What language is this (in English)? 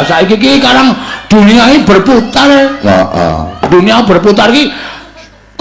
Javanese